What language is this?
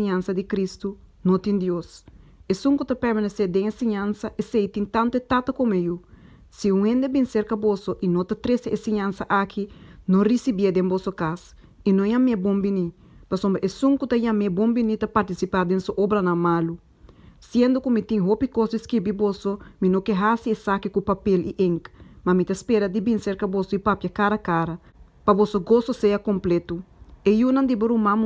Papiamento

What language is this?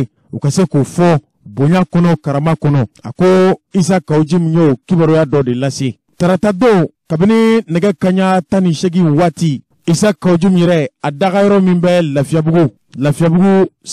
Bambara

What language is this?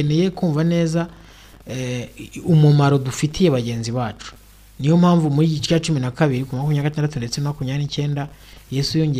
Kinyarwanda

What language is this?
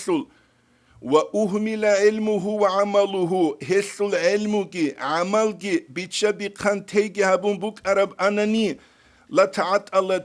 Avaric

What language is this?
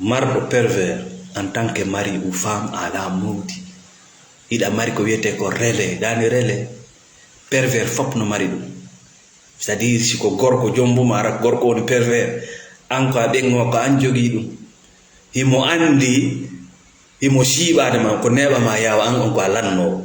Fula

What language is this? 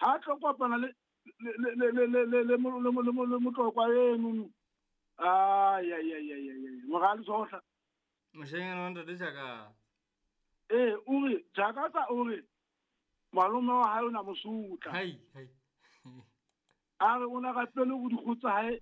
Southern Sotho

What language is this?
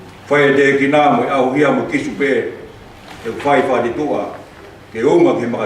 Tongan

